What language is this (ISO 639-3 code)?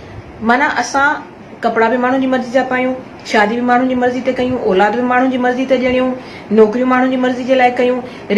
snd